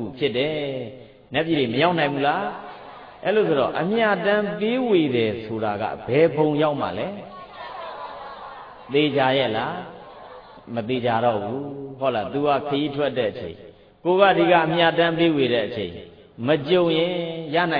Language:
Burmese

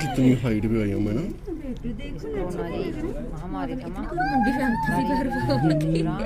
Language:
Dogri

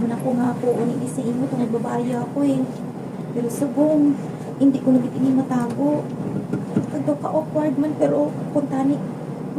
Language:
Hiligaynon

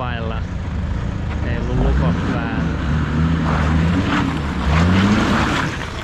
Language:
Finnish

